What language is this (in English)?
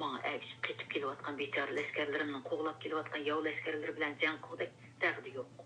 Uyghur